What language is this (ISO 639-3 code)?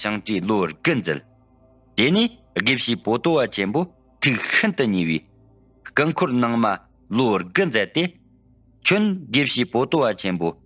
bod